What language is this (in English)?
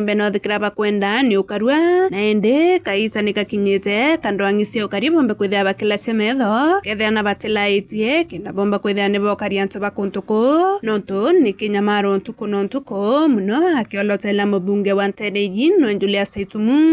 Meru